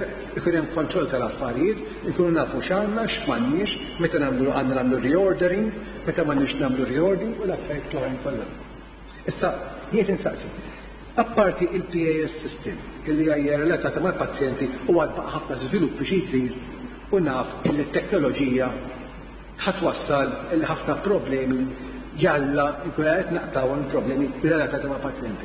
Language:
Maltese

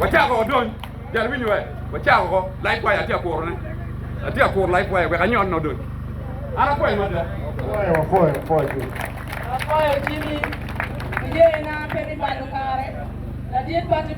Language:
Acoli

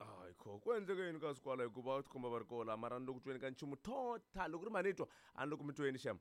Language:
Tsonga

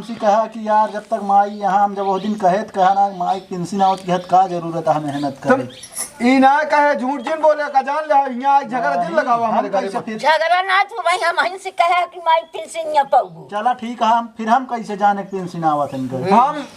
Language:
Awadhi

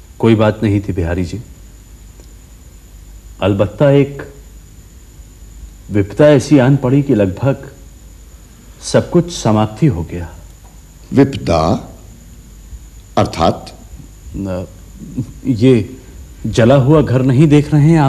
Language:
Hindi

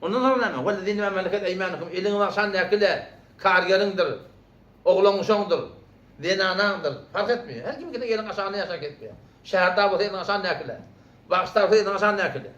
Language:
Turkmen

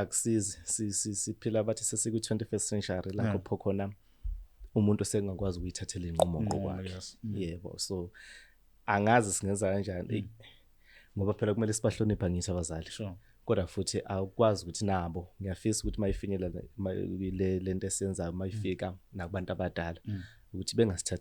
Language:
Zulu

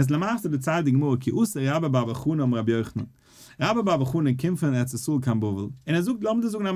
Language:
Yiddish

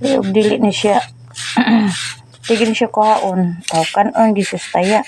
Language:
Cebuano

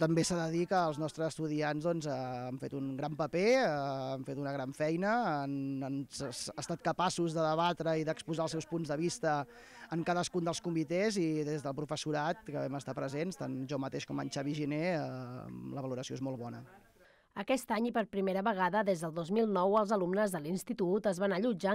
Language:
Catalan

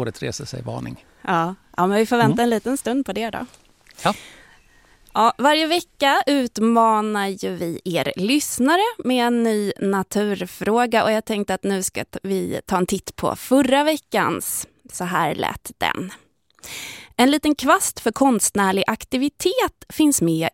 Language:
Swedish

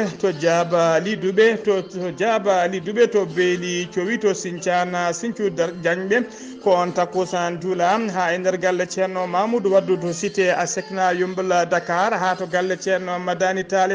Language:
Fula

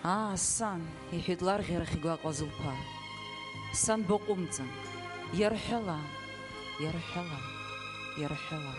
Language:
Abkhazian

